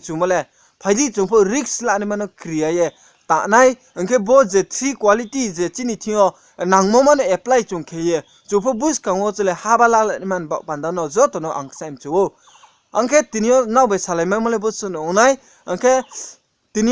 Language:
Riang (India)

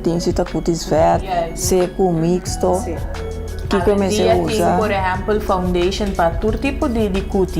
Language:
Papiamento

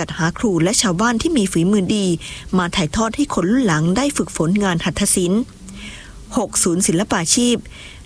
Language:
Thai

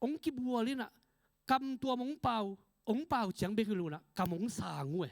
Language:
Tedim Chin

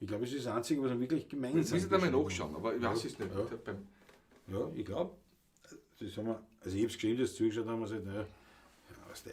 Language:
Bavarian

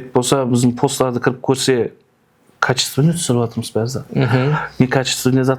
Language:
Kara-Kalpak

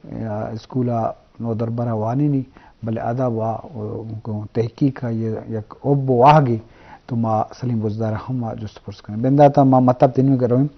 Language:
Eastern Balochi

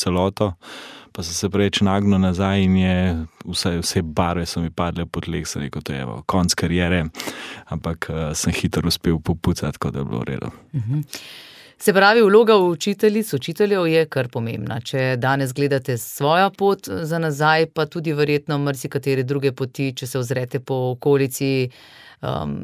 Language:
Slovenian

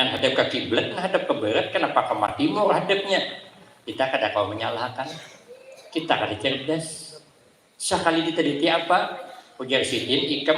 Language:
Banjar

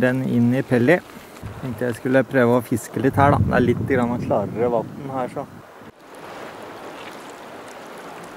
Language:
Norwegian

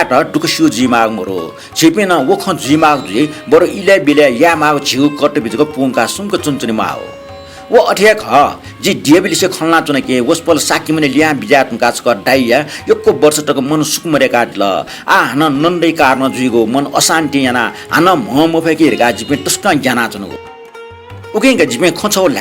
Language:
Newari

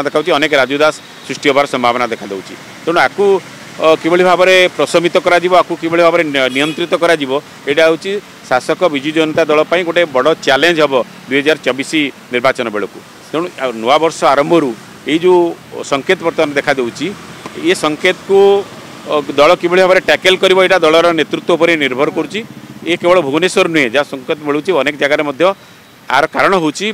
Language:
Odia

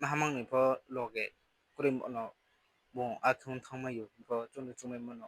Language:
Riang (India)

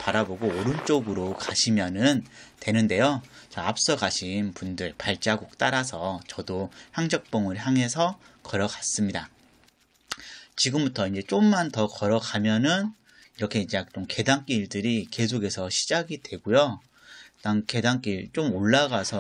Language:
Korean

